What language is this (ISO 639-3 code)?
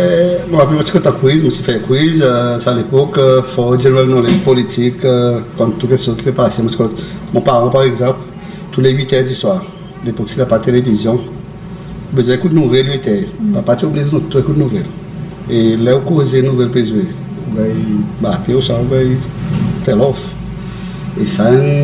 crs